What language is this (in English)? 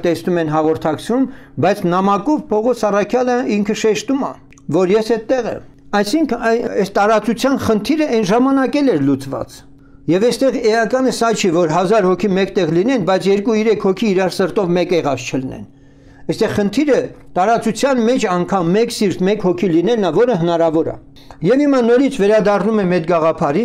Armenian